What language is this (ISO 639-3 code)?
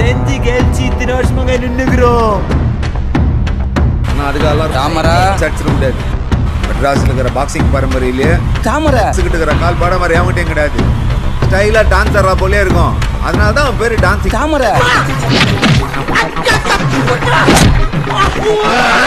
tam